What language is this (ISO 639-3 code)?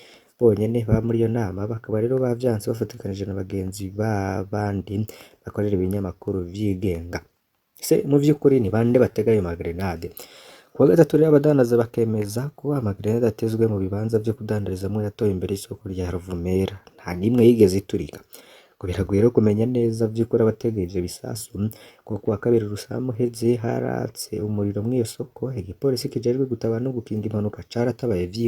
run